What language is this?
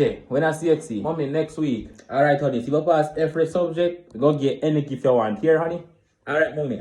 Jamaican Creole English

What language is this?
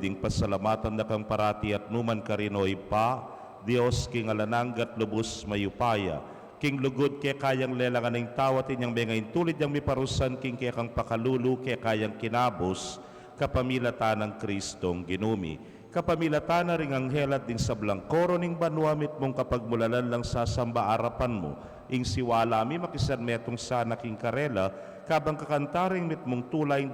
Pampanga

